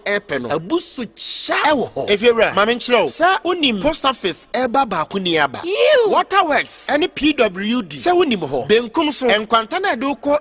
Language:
Akan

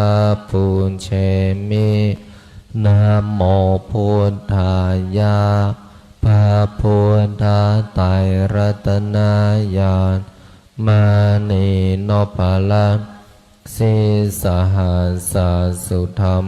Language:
Pali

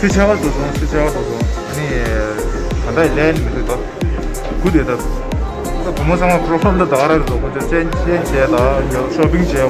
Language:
Tibetan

